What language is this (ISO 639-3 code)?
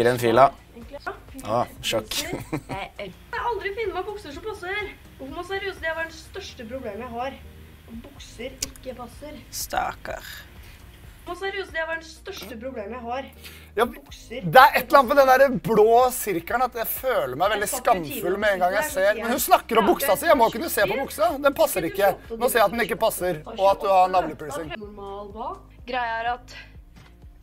nor